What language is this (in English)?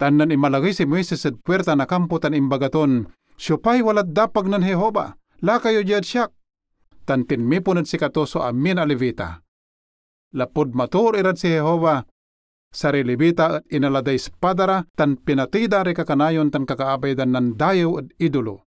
Pangasinan